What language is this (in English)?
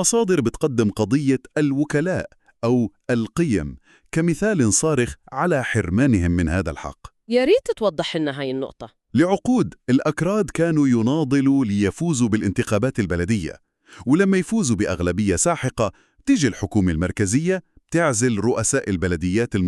North Levantine Arabic